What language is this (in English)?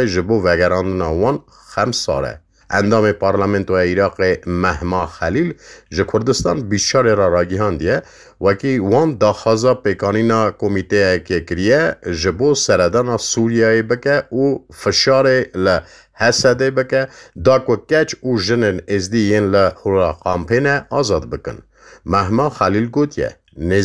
Kurdish